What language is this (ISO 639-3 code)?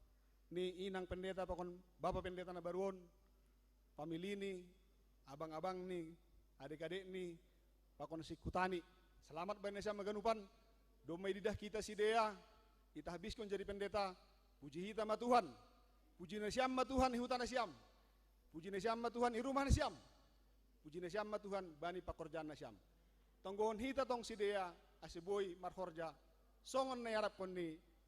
bts